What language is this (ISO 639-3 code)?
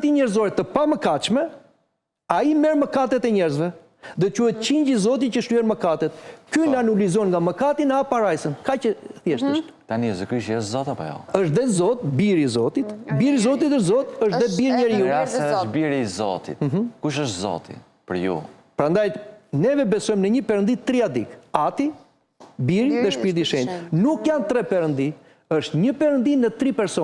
sqi